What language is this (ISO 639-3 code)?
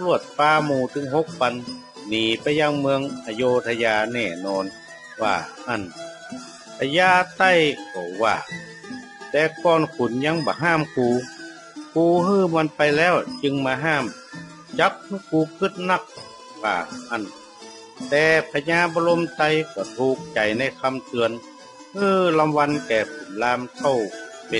nod